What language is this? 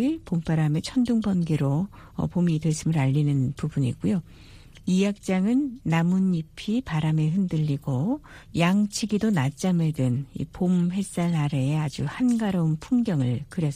Korean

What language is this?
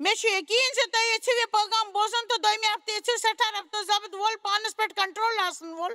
Kashmiri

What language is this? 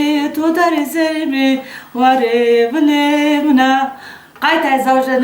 Zaza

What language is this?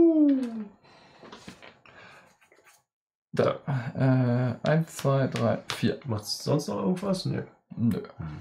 German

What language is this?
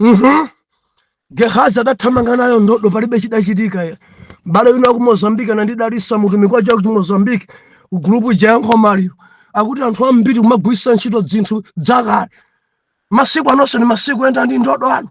Nyanja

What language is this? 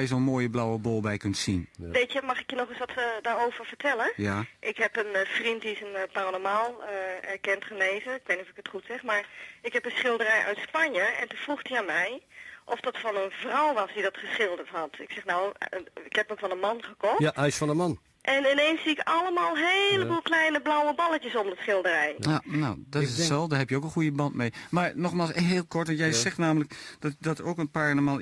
Dutch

